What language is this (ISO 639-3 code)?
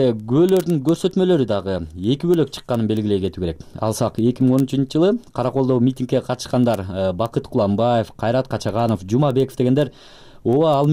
kir